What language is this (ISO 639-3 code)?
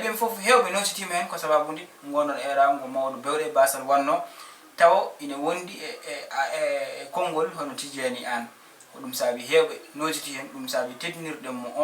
ful